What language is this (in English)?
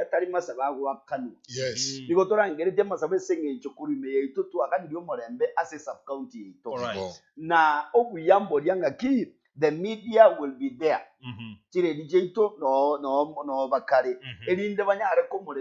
Gusii